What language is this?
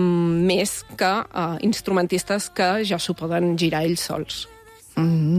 Catalan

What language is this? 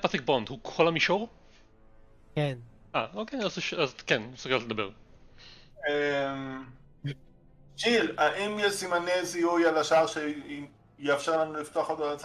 Hebrew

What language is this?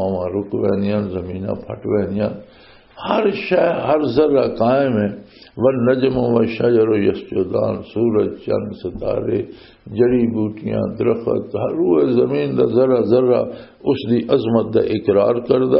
Western Panjabi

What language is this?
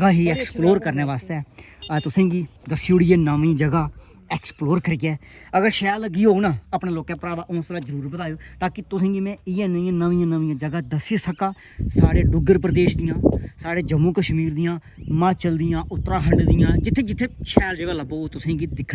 Dogri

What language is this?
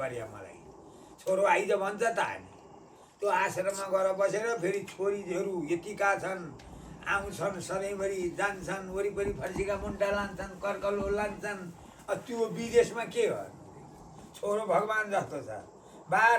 Nepali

